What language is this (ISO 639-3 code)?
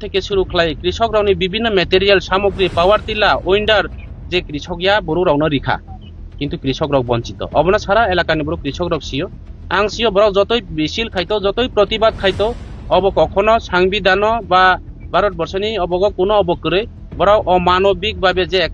trp